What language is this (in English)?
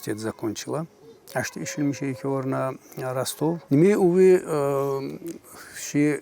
Tsakhur